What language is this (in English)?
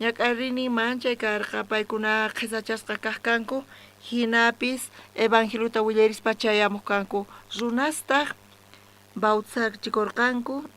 South Bolivian Quechua